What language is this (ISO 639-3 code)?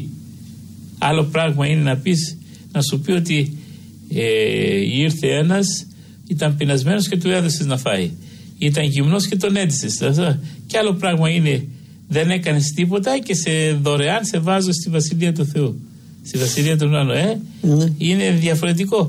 ell